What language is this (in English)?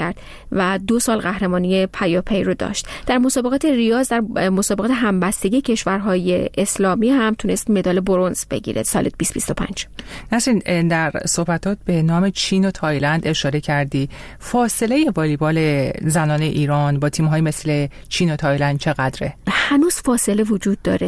Persian